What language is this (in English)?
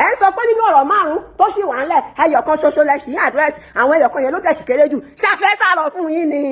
Yoruba